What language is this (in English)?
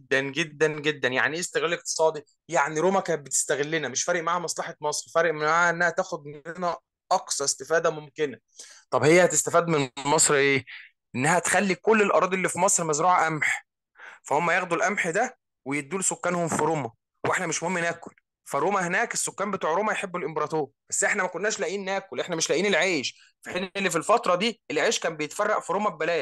Egyptian Arabic